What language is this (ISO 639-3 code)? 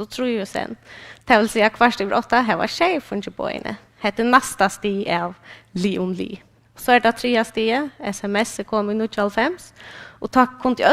fao